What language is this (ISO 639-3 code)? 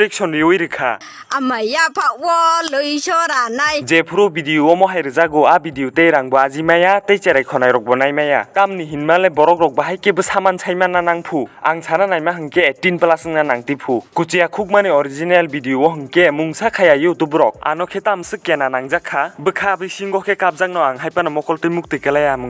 trp